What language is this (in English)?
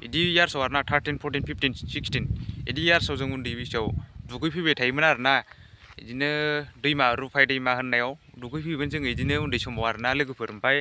Bodo